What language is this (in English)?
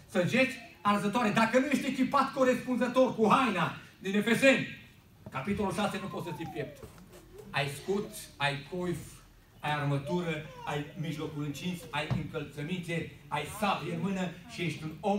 Romanian